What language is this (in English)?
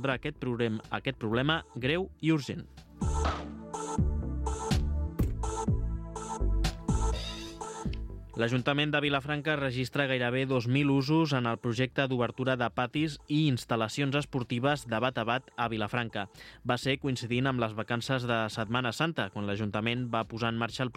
Catalan